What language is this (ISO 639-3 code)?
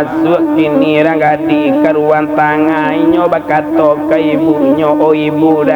min